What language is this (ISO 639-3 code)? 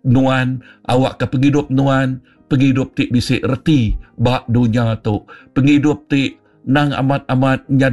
iba